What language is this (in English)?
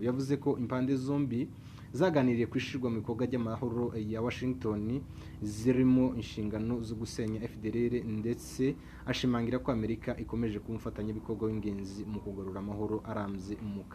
Kinyarwanda